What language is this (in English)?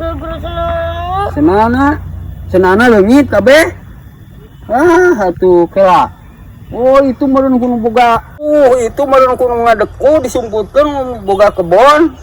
Sundanese